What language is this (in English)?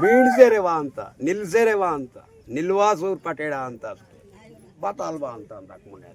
Aheri Gondi